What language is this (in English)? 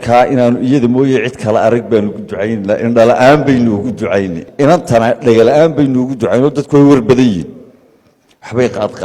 Somali